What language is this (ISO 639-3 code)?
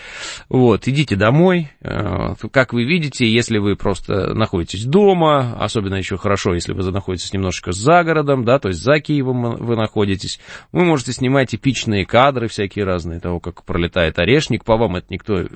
rus